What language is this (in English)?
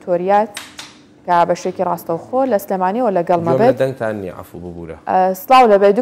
Central Kurdish